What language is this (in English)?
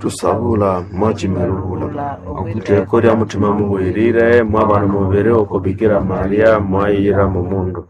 Nande